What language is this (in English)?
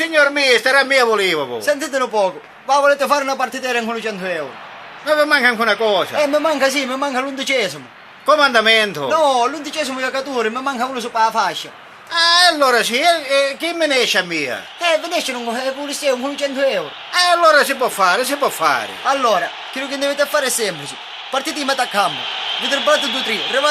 Sicilian